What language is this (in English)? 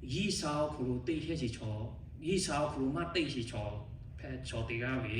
Lahu